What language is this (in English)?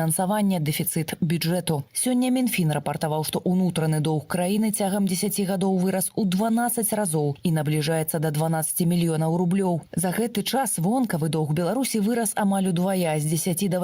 Belarusian